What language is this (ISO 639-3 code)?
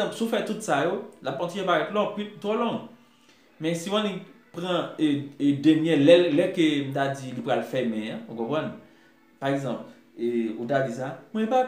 hat